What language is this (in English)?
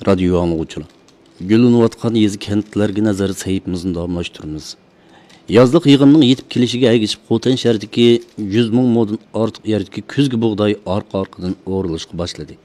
Uyghur